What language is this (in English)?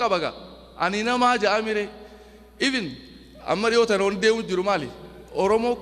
Oromo